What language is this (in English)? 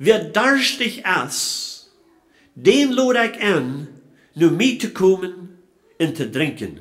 Plautdietsch